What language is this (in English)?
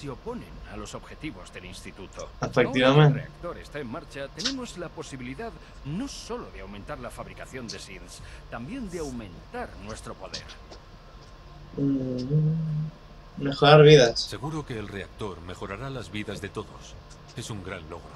Spanish